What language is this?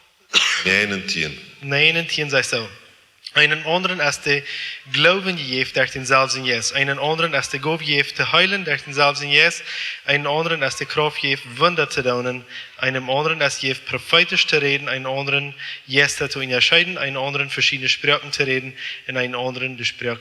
Plautdietsch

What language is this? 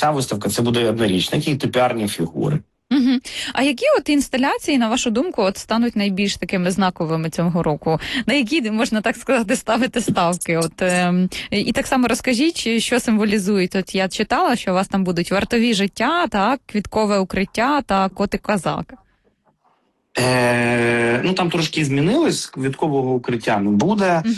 Ukrainian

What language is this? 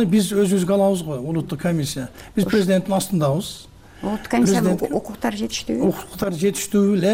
Kyrgyz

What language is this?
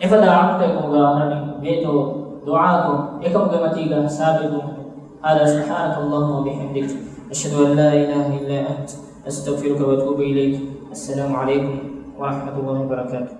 Divehi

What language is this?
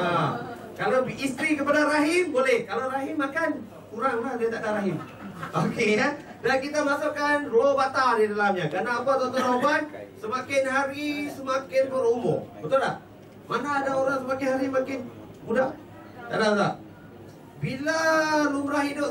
Malay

